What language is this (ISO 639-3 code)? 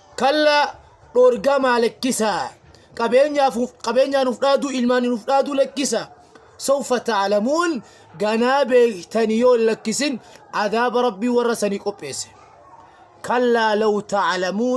orm